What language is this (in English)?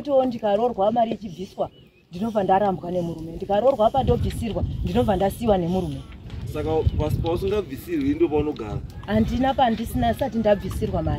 Shona